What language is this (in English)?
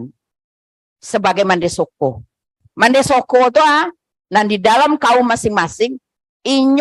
Minangkabau